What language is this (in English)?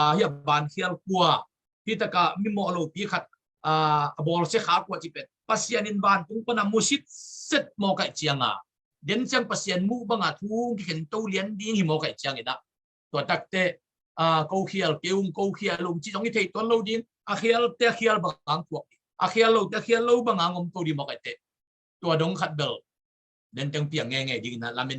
Tedim Chin